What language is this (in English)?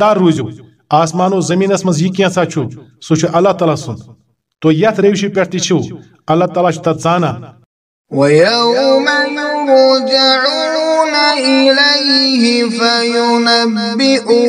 Kashmiri